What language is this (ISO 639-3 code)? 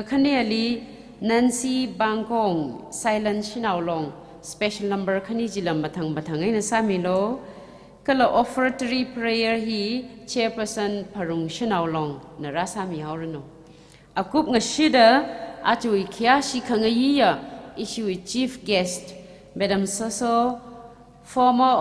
nmf